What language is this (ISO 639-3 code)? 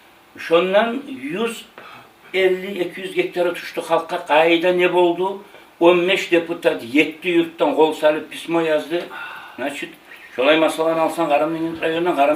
kum